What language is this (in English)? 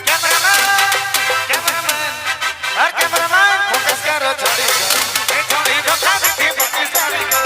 Sadri